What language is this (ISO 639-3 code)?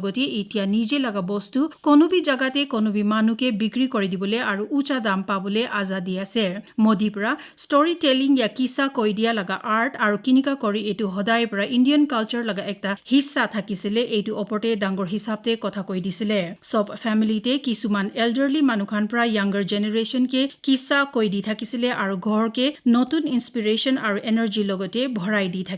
nag